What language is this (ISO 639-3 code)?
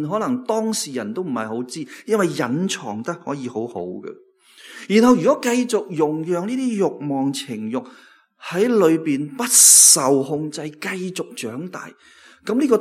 yue